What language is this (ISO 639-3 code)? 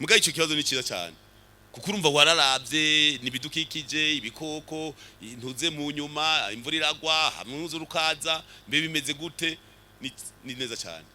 run